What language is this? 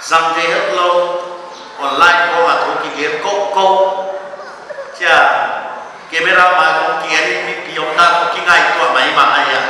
Paite Chin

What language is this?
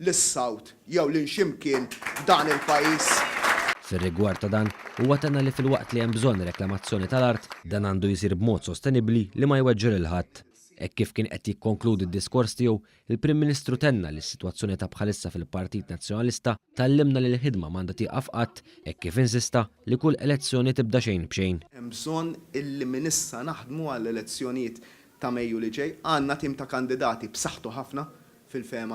Maltese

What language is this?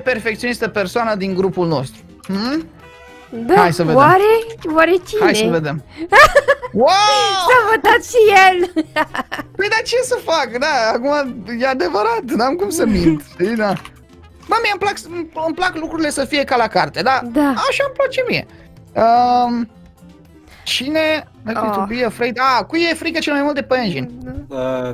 Romanian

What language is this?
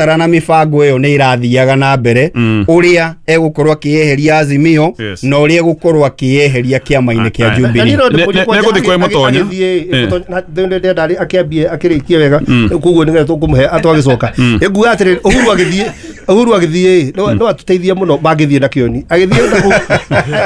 Kikuyu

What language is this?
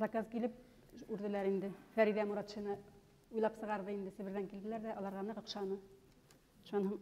Bashkir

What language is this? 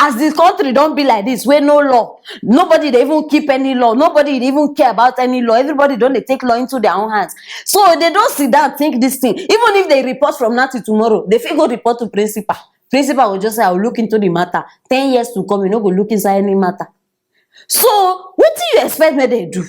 Nigerian Pidgin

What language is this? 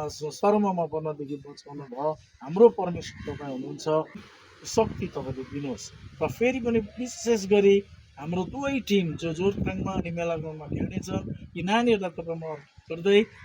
Nepali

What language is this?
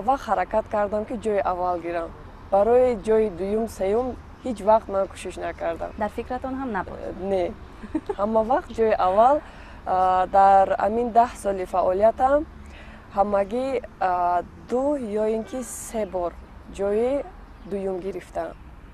Tajik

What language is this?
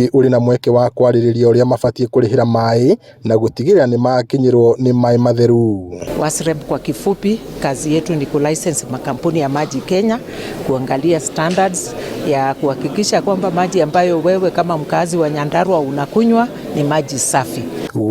Kikuyu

